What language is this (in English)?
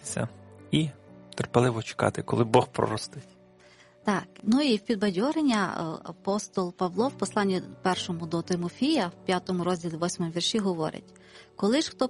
Ukrainian